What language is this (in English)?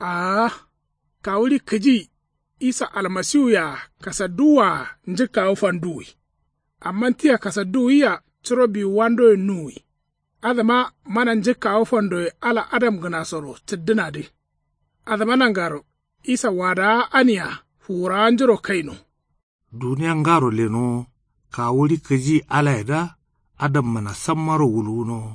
Kanuri